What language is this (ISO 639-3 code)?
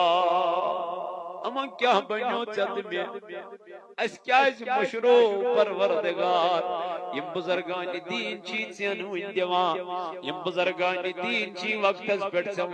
kas